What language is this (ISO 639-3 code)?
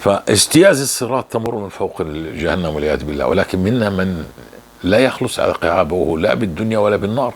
apc